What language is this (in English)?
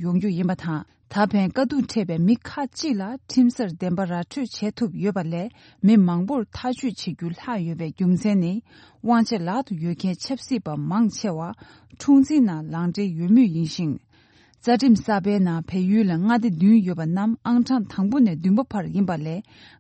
Tibetan